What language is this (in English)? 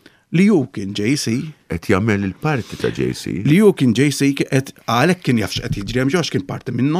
Maltese